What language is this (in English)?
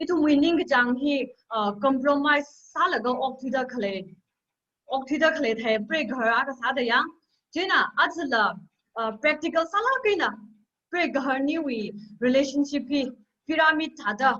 Tangkhul Naga (India)